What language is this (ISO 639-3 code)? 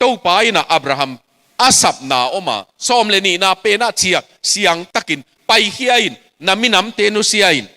ctd